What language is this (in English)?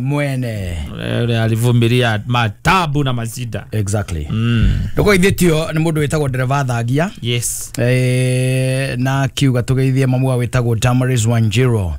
Kikuyu